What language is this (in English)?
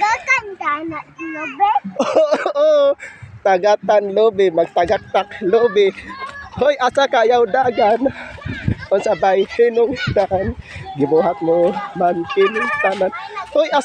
Cebuano